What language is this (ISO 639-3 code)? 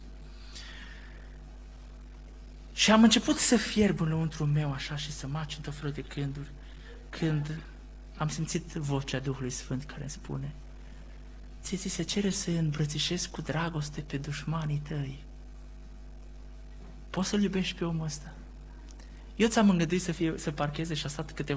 ron